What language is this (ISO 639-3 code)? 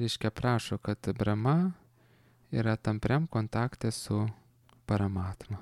lit